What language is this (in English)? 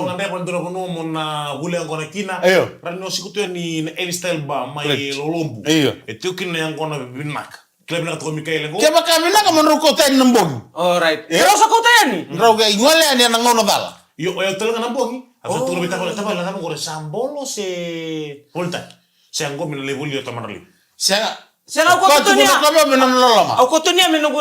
Fijian